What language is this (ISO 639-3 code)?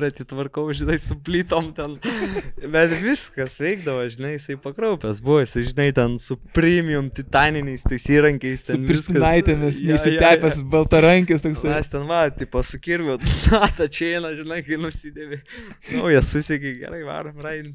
lit